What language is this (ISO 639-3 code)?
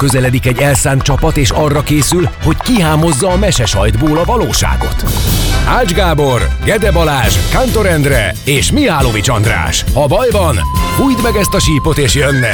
hun